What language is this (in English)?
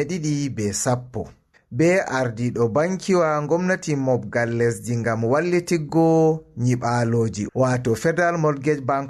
Fula